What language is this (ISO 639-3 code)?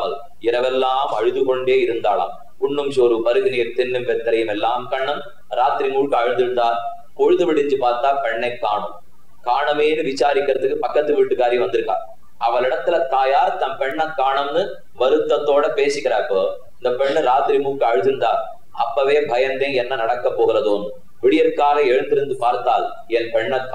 tam